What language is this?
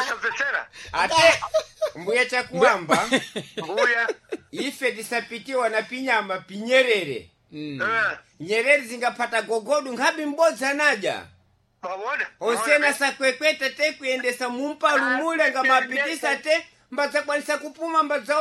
Sena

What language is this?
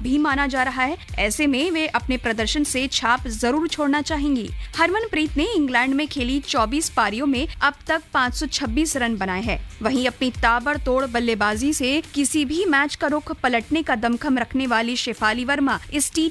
Hindi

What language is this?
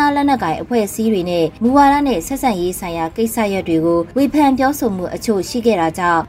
Burmese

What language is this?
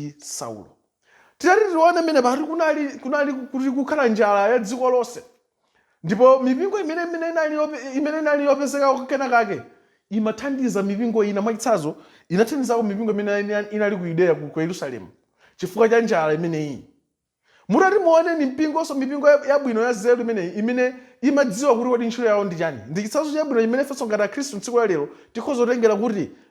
Nyanja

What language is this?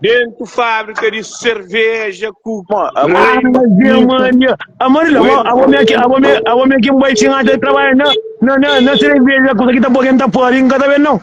Kabuverdianu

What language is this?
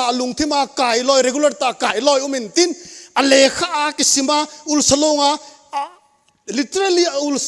Thado Chin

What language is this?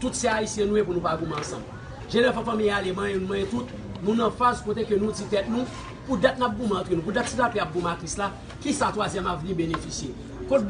Haitian Creole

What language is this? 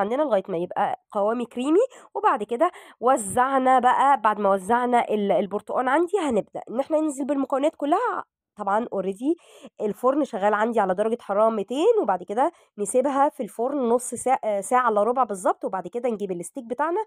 Egyptian Arabic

